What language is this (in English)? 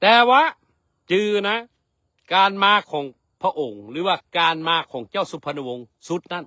Lao